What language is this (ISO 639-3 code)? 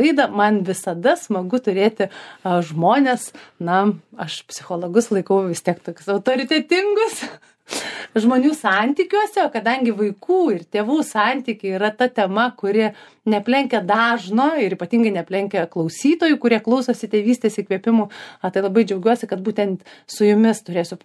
lit